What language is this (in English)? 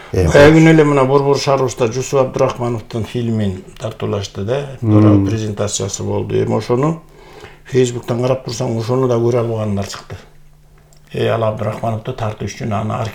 Kyrgyz